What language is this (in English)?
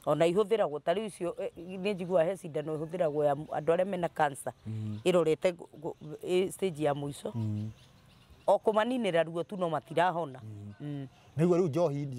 Kikuyu